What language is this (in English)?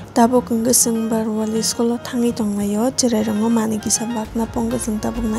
Kok Borok